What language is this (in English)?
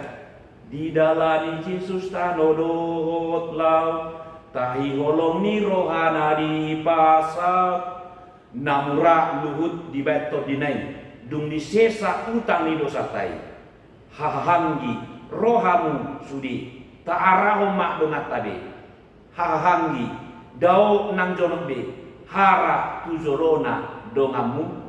Batak Toba